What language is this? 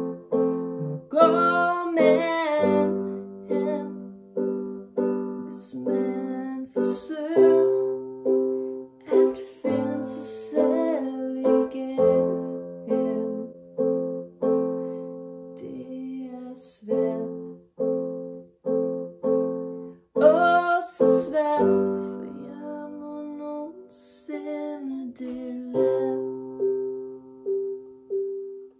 Danish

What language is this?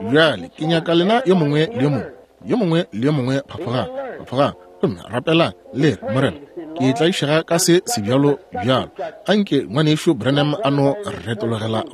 Northern Sotho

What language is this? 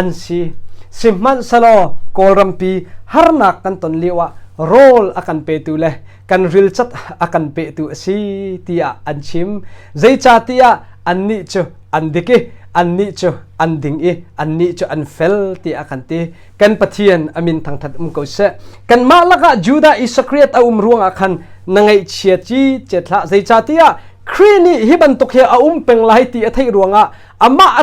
Hakha Chin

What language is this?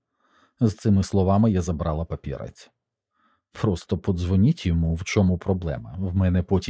Ukrainian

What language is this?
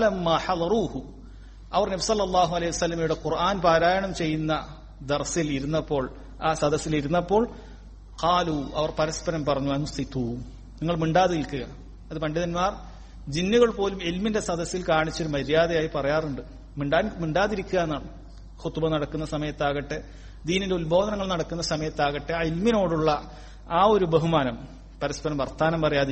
Malayalam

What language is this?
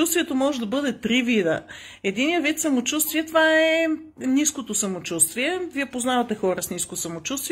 Bulgarian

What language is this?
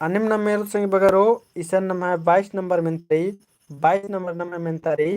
Kurukh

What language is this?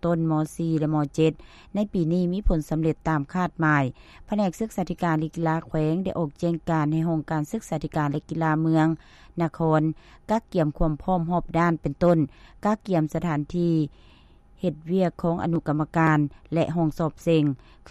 Lao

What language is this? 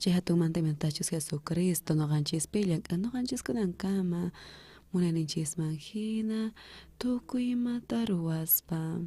South Bolivian Quechua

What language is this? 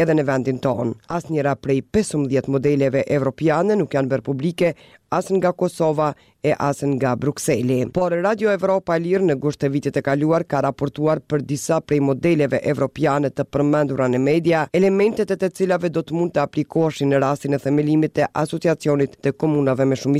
Albanian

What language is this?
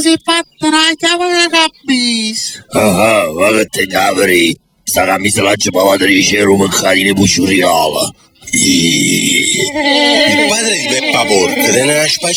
Neapolitan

